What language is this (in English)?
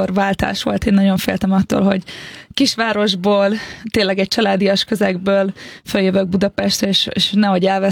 Hungarian